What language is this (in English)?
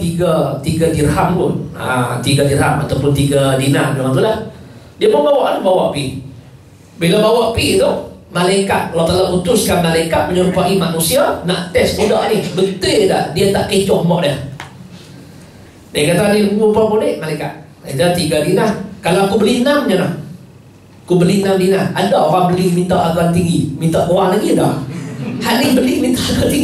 Malay